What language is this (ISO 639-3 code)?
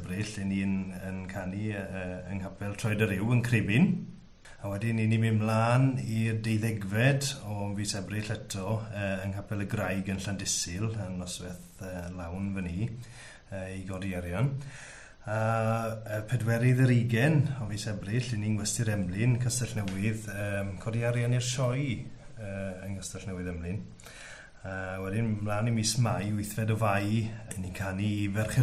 cym